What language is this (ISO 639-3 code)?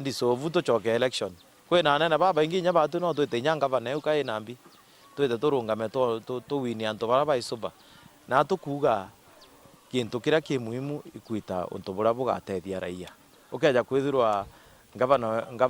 mer